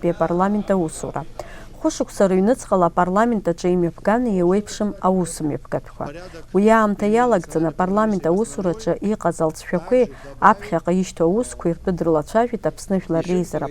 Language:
Abkhazian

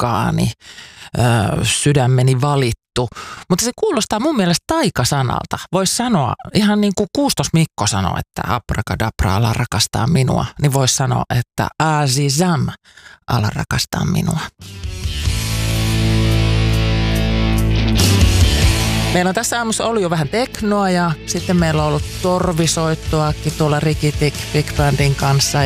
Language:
Finnish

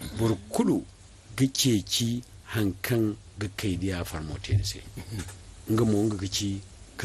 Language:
Zarma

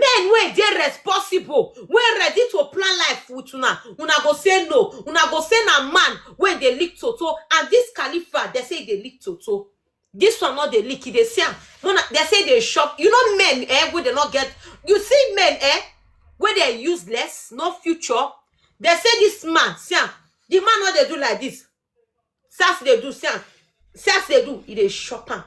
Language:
Nigerian Pidgin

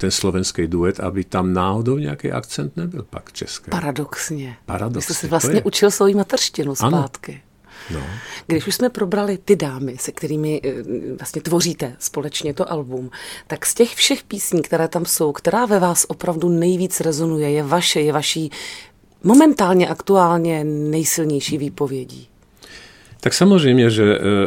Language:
Czech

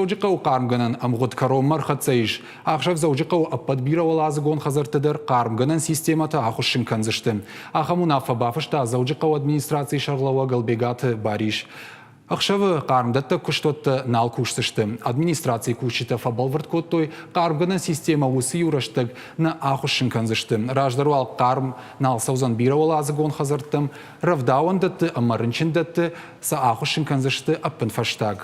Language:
Ossetic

